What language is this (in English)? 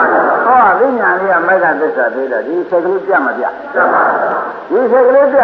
Burmese